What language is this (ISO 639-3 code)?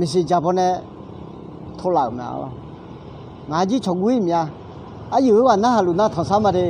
ahk